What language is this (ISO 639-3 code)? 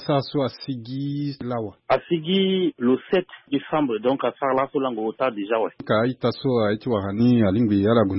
sag